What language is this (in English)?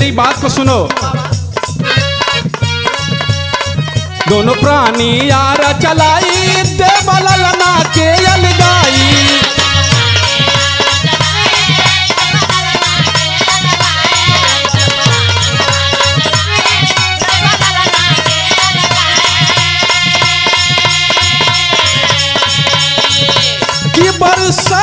Bhojpuri